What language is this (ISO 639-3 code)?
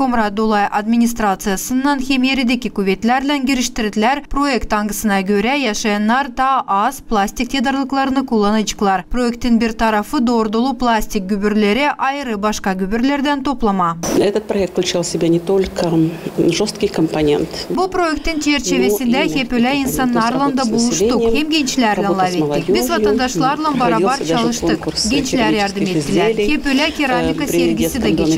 gag